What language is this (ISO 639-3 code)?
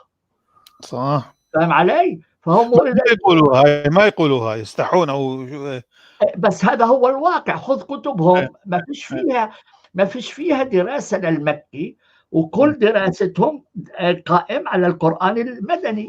apc